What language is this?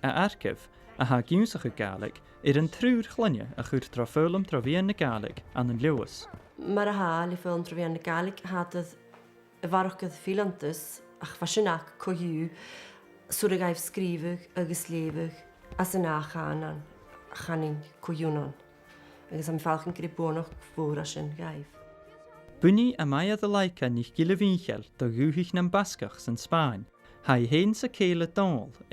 Scottish Gaelic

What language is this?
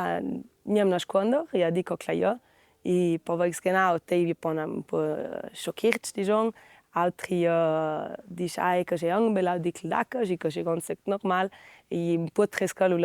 Ladin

